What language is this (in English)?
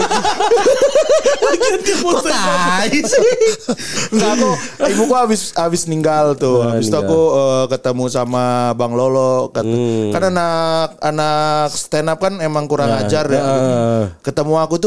Indonesian